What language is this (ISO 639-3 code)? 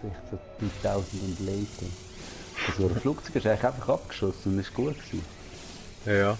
gsw